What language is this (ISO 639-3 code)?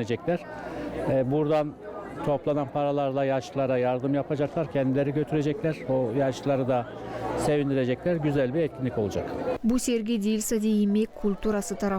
gag